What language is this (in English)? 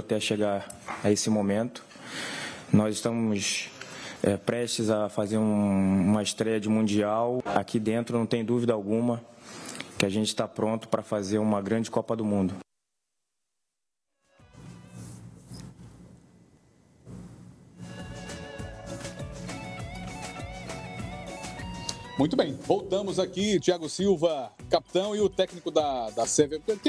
Portuguese